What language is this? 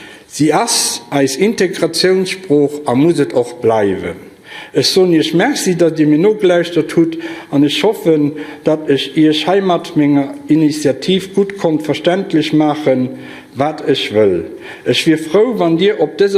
Luxembourgish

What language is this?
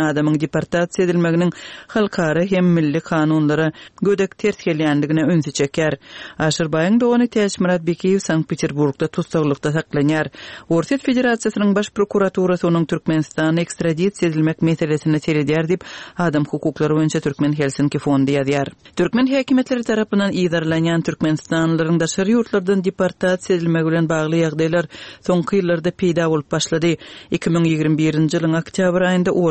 Turkmen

